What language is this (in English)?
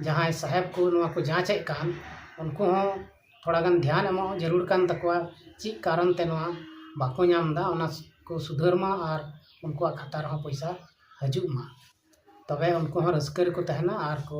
Santali